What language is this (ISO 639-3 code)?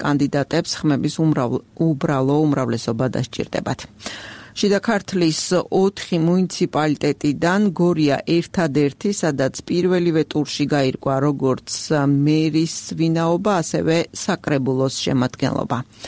kat